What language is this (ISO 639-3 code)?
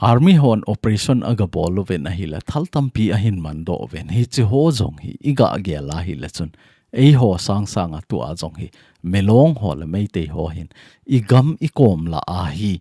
tcz